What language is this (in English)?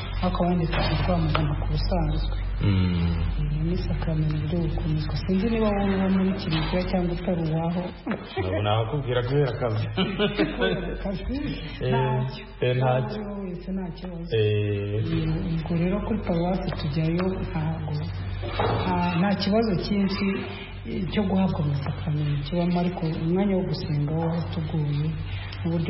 Kinyarwanda